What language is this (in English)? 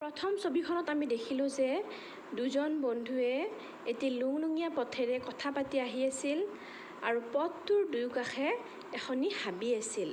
Assamese